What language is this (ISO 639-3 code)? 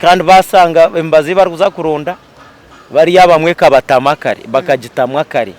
nyn